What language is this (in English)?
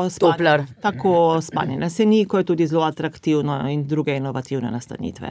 Slovenian